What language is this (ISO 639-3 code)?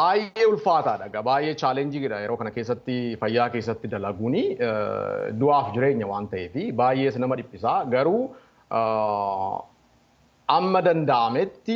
orm